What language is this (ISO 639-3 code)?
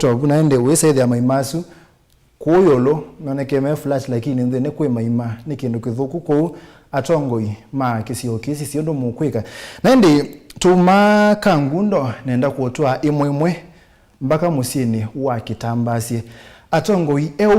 kam